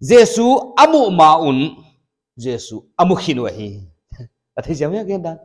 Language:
Paite Chin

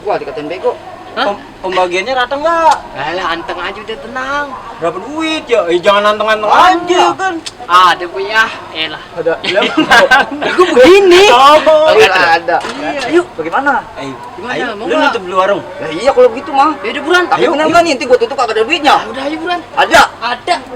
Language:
Betawi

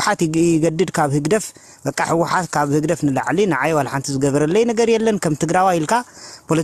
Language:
Tigrinya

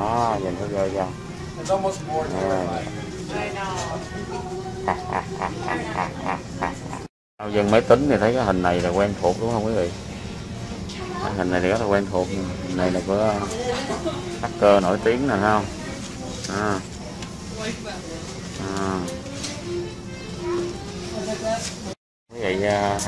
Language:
Vietnamese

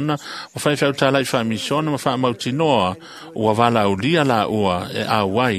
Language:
Samoan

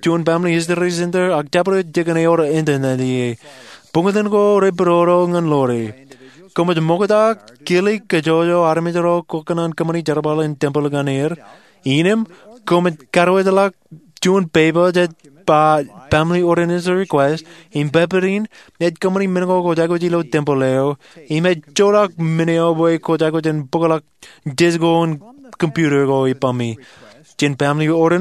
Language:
Marshallese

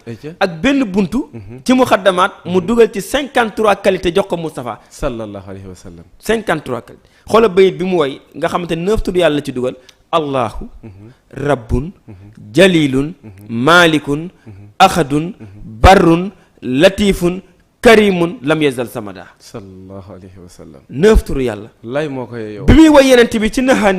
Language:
Wolof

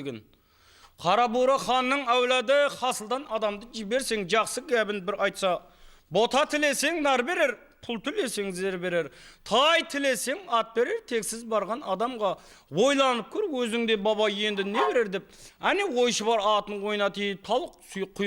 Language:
Kara-Kalpak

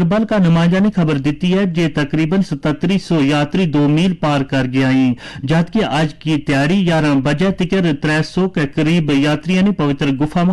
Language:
Gujari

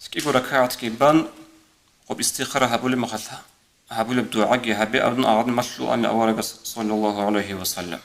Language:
Avaric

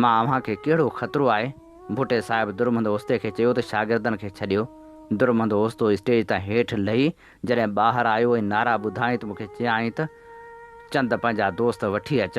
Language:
Sindhi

